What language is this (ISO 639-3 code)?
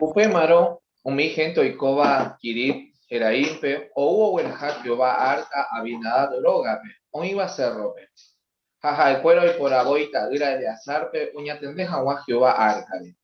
grn